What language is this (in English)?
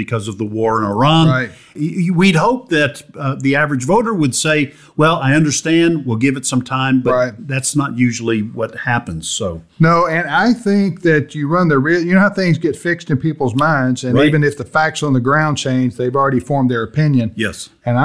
English